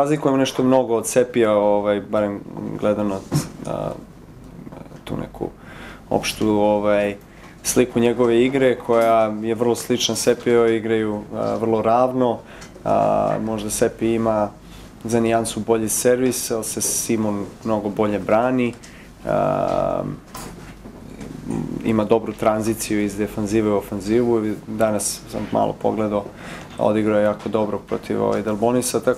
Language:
Serbian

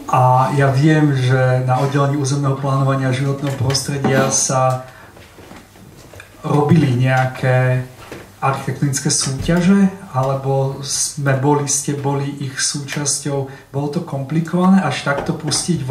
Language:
Slovak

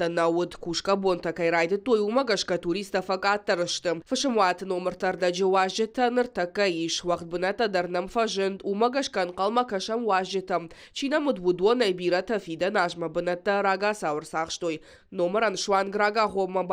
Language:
Ossetic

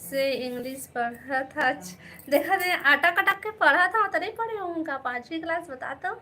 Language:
Chhattisgarhi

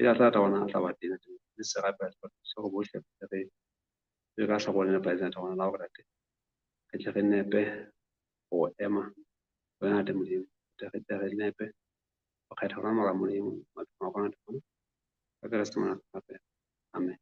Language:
Southern Sotho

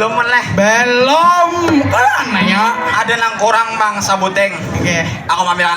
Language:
Banjar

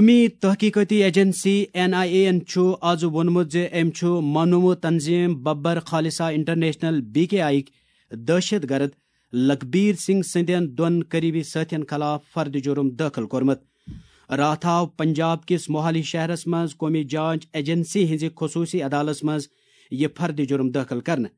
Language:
Kashmiri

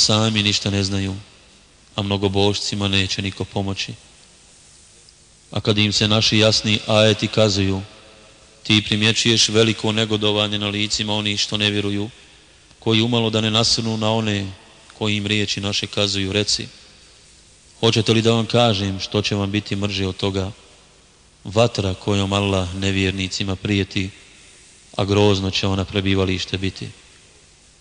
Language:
Bosnian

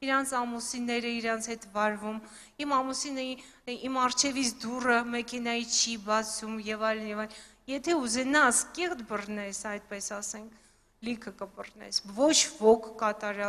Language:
Armenian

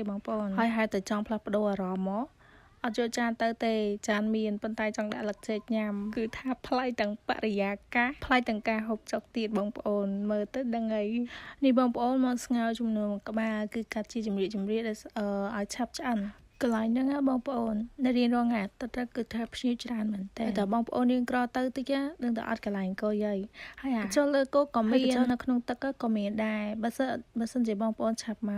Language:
Khmer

